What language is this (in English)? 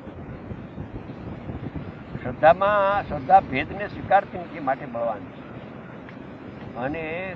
Gujarati